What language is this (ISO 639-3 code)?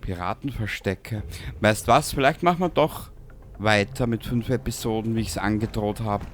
bar